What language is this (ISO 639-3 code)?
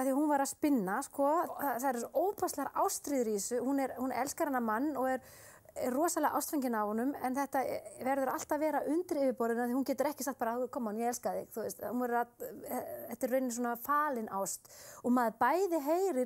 isl